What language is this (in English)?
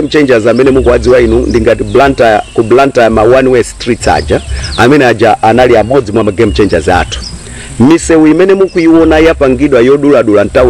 Nyanja